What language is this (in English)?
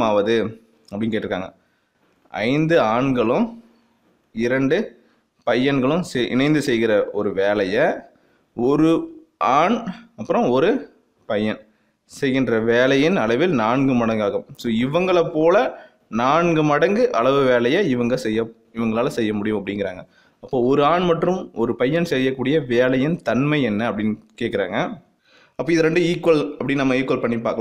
Tamil